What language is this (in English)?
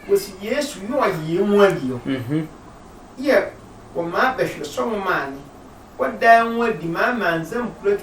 Sehwi